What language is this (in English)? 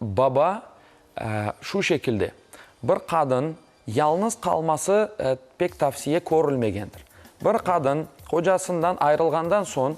Crimean Tatar